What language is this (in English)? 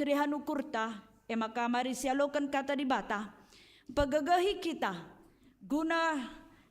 Batak Karo